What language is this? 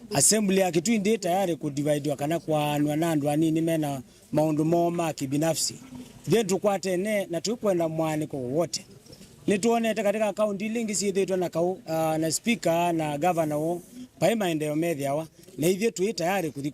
Kamba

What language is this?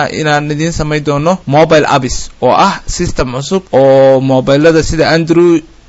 Somali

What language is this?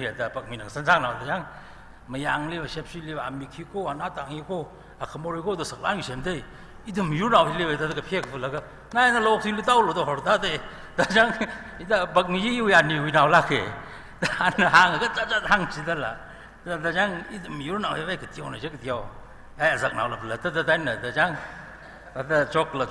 Tangkhul Naga (India)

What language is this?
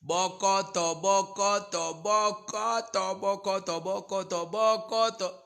Lingala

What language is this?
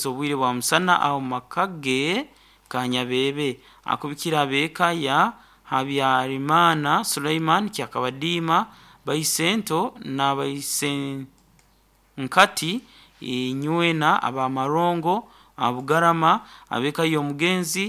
Nyoro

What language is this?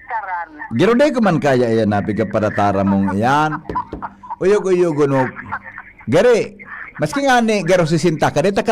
Bikol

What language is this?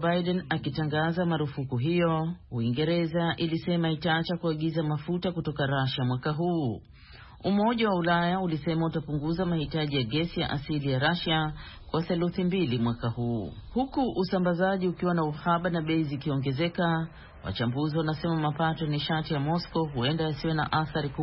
Swahili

